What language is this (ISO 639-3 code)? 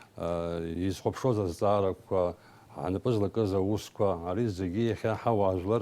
abk